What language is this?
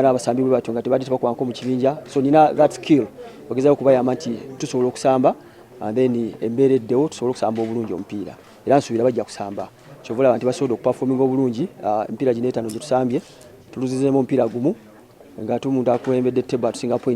Ganda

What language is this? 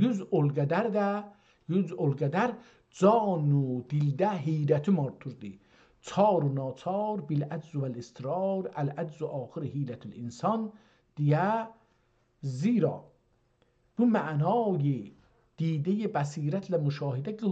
South Azerbaijani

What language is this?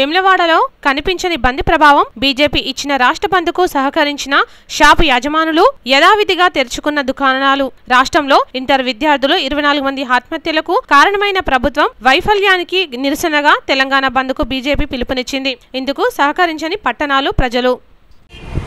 Telugu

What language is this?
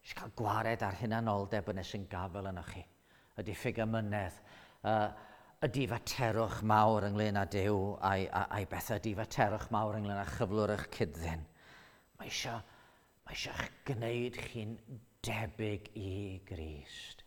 Welsh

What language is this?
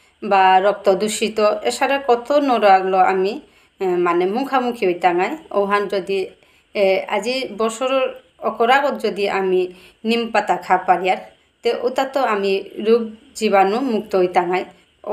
Bishnupriya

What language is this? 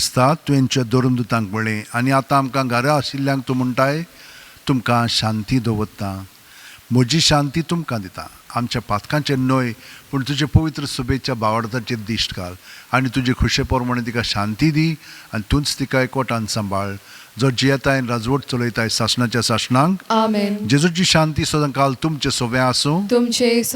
Konkani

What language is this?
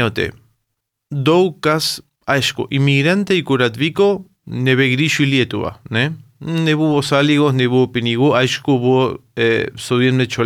Lithuanian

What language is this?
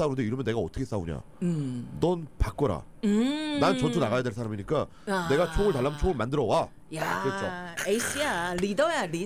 Korean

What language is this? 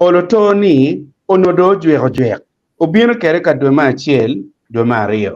Acoli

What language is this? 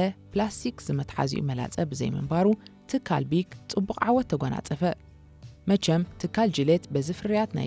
Tigrinya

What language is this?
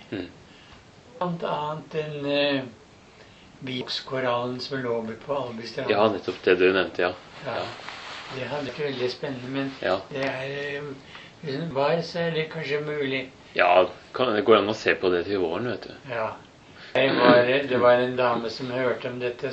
Norwegian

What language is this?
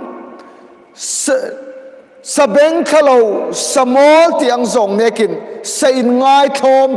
Hmar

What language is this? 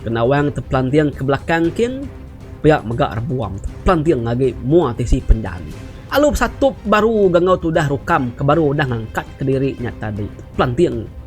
Iban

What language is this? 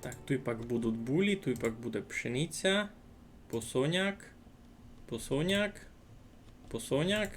Rusyn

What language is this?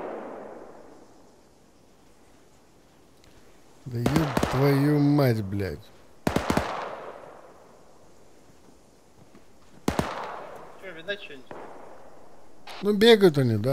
Russian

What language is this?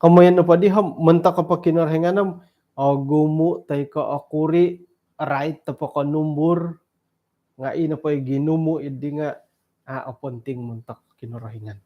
Central Dusun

